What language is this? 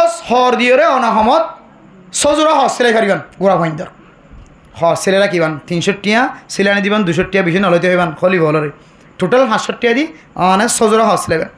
Rohingya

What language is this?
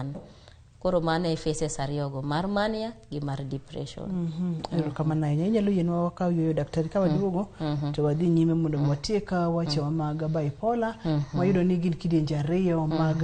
Luo (Kenya and Tanzania)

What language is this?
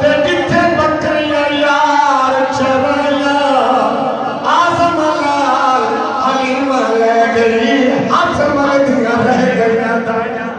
Saraiki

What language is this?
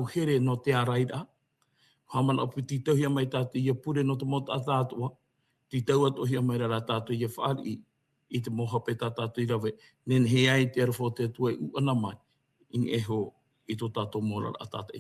Tahitian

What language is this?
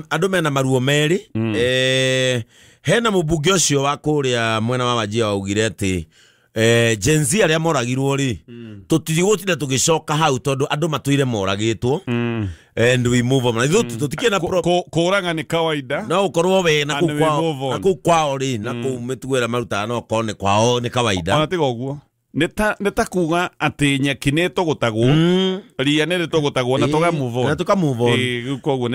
Kikuyu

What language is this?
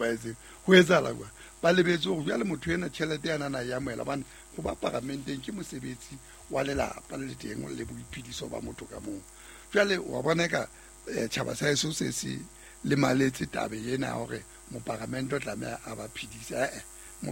Southern Sotho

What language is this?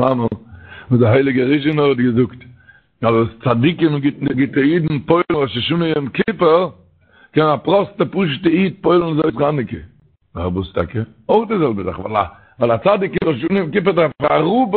Yiddish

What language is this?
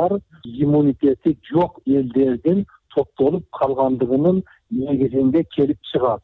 Kyrgyz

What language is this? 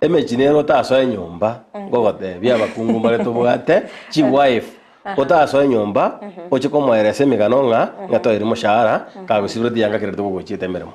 Gusii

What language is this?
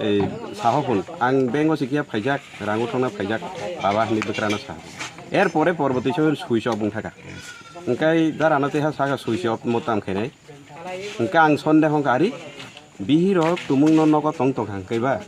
Kok Borok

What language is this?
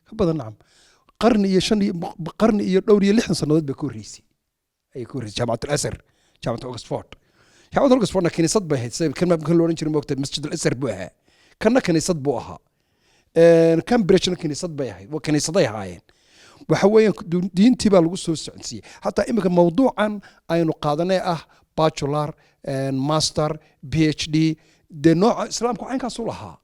Somali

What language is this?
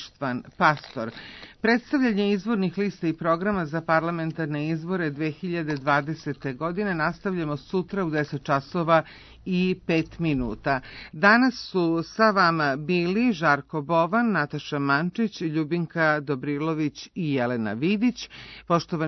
Serbian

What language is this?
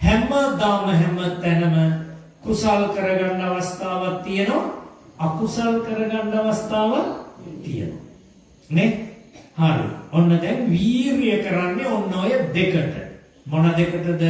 Sinhala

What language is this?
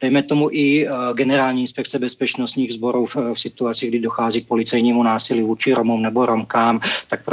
Czech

